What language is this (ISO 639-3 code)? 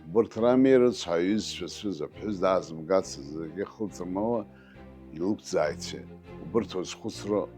abk